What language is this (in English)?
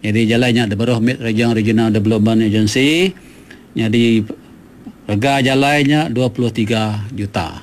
Iban